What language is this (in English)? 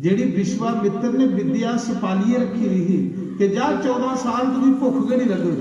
Dogri